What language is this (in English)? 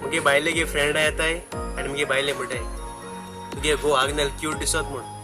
Konkani